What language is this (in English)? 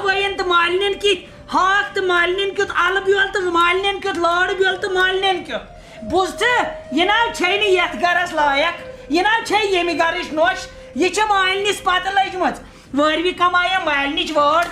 Kashmiri